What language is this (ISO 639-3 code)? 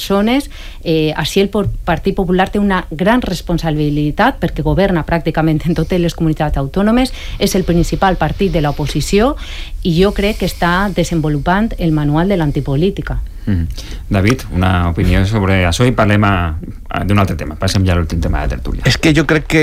cat